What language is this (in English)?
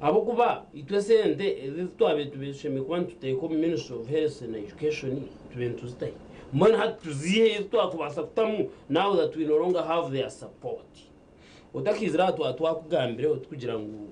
Nyankole